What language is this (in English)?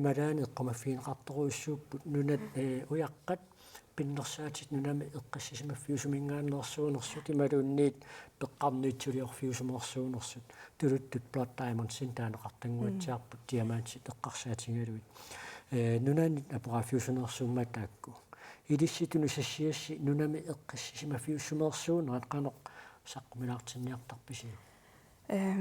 Kalaallisut